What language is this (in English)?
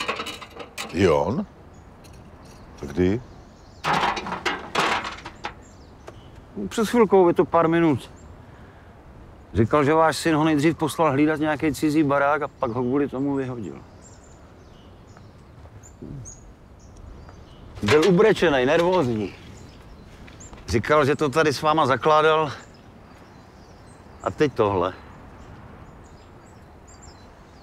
Czech